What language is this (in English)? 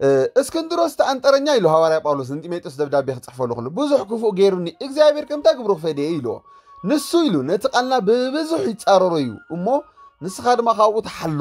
Tigrinya